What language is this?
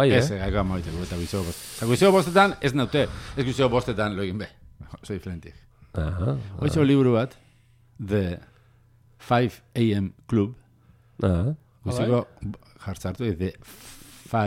Basque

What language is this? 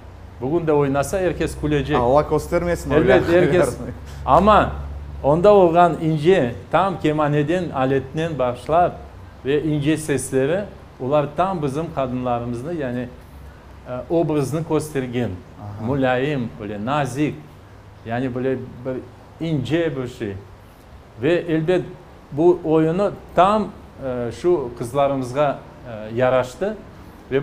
Crimean Tatar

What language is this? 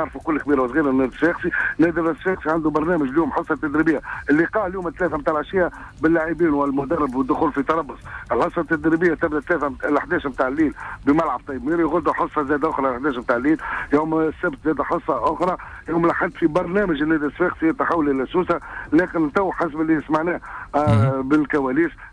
Tunisian Arabic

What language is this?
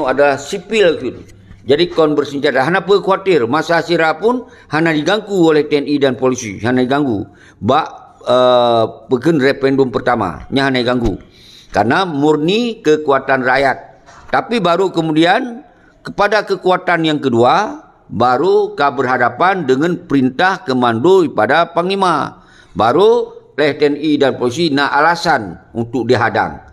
Achinese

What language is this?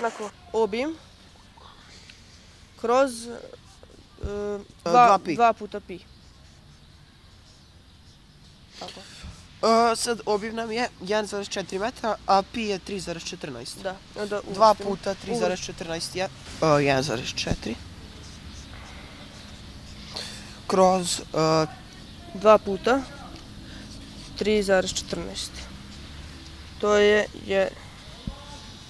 Serbian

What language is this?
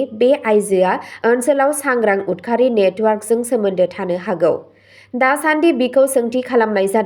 Bodo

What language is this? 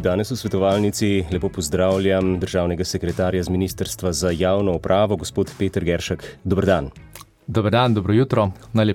Slovenian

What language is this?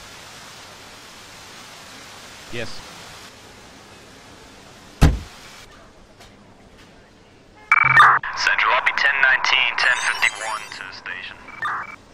English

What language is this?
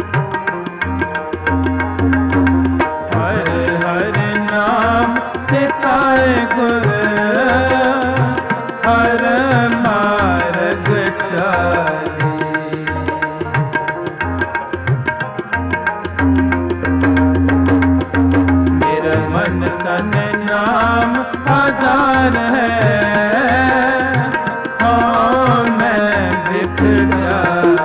Punjabi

